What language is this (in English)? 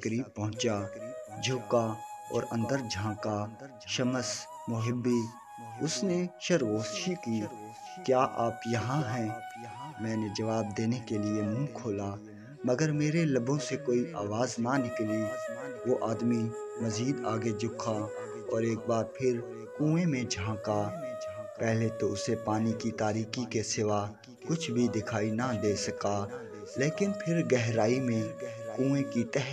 Urdu